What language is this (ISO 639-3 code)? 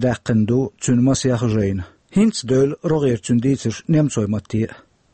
che